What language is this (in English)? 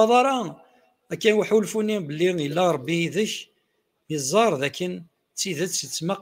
Kabyle